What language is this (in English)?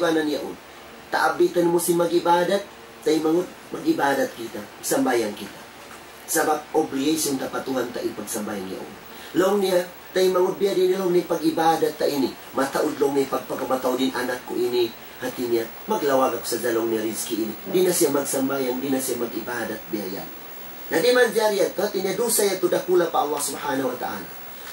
Tausug